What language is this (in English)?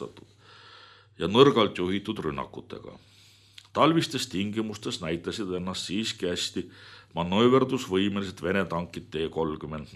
Estonian